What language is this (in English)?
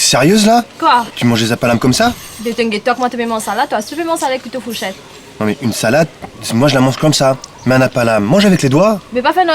Morisyen